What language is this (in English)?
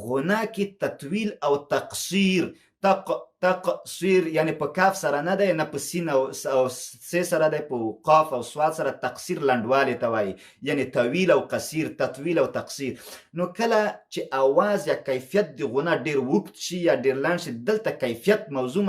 Pashto